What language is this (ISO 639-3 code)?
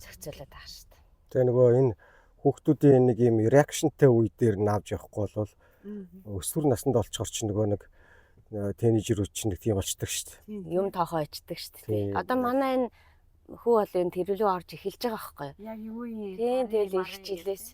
mon